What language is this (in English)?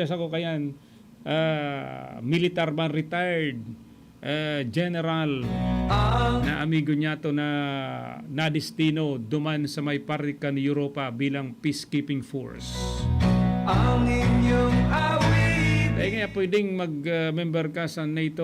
Bikol